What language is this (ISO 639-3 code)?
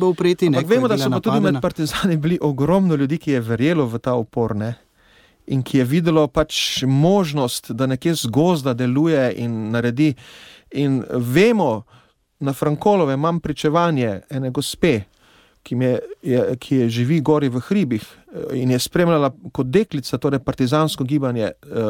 slv